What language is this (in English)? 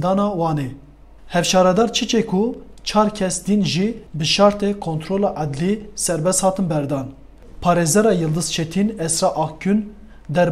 Kurdish